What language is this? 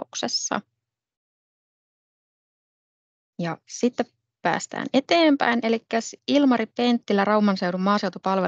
Finnish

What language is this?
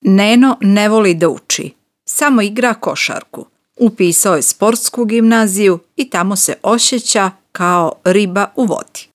Serbian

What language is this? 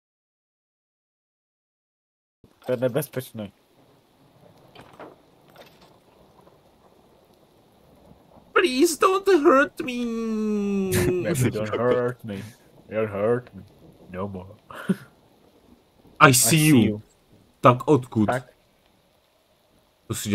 Czech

